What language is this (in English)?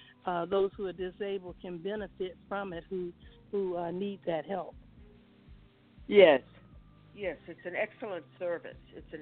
English